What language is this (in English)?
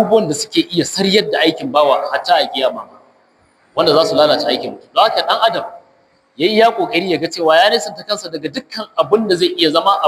Hausa